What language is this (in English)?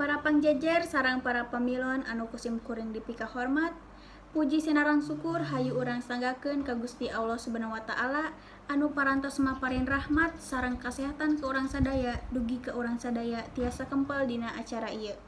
Sundanese